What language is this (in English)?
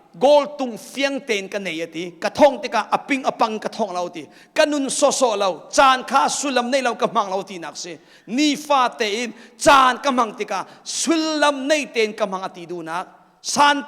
Hakha Chin